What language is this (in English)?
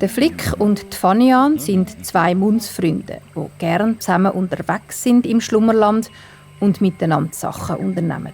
Swiss German